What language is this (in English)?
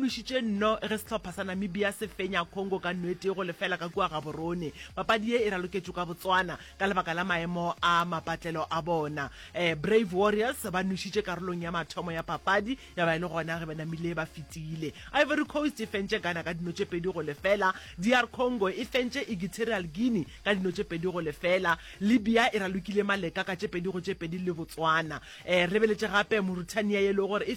Northern Sotho